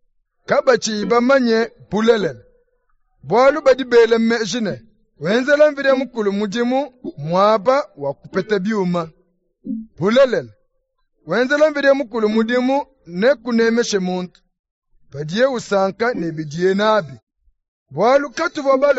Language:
Luba-Lulua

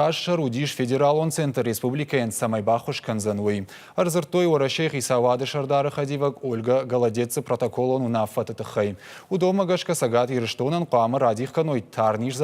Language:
Ossetic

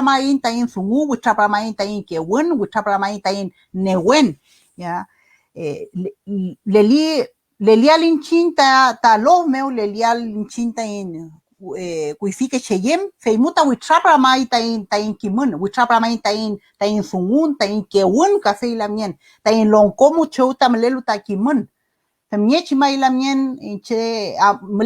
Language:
Mapuche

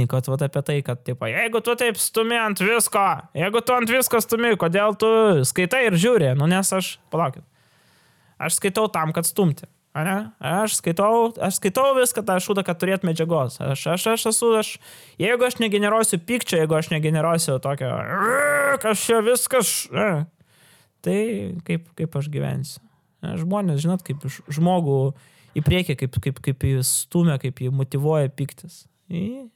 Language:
Lithuanian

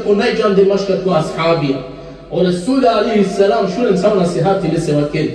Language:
Balkan Romani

